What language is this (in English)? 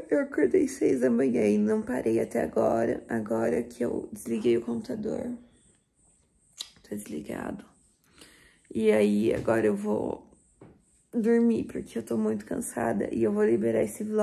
Portuguese